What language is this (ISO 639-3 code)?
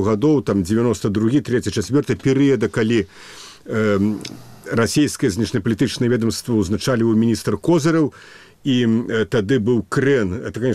bel